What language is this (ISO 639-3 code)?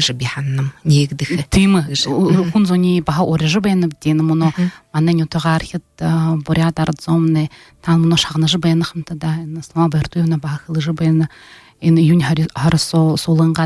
bua